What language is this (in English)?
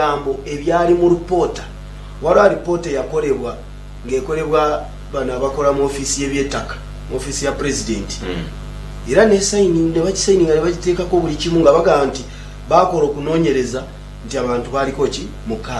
Ganda